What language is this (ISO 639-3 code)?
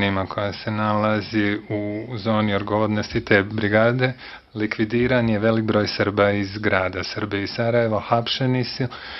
bos